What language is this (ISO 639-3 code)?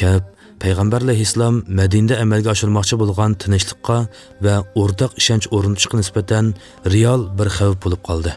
uig